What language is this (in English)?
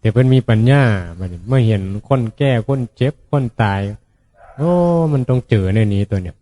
Northeastern Thai